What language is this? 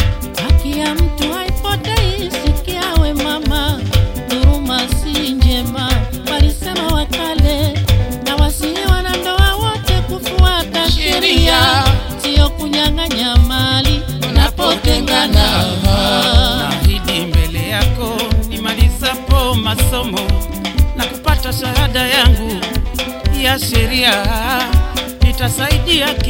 Swahili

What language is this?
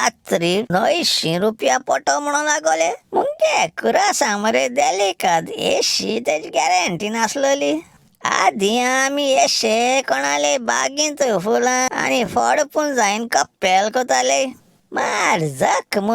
Konkani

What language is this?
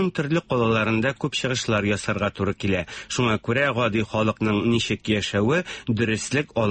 Tatar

